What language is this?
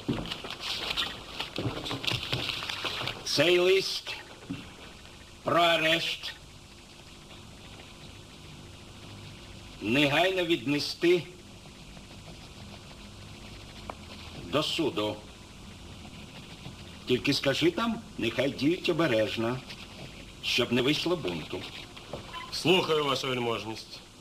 Ukrainian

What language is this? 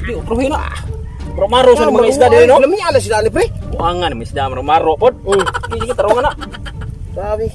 Cebuano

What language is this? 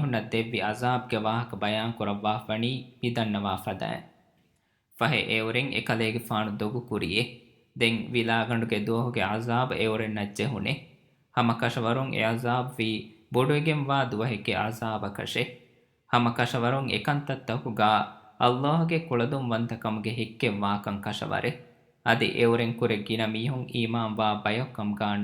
Divehi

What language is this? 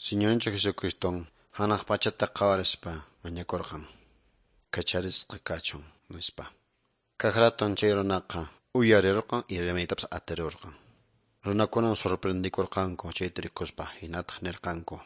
Quechua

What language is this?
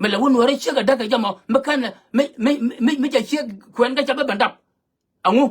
Nuer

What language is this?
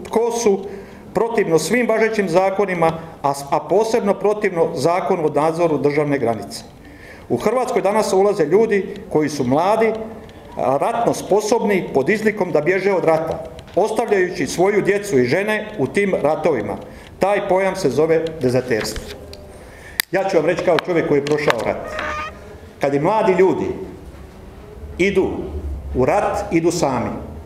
Croatian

